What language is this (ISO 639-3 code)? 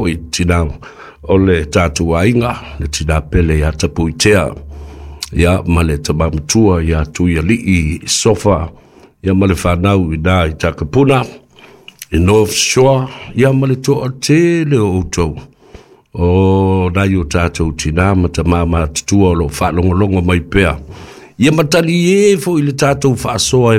smo